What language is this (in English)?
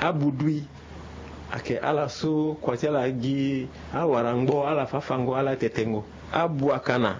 Sango